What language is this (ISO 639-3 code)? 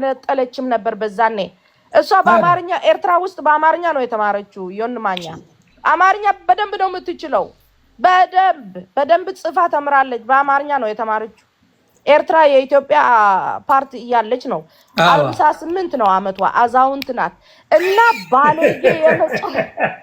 amh